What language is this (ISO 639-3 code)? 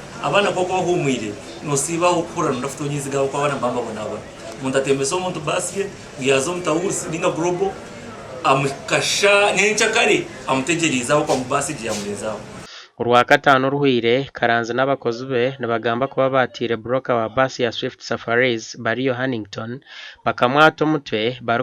nyn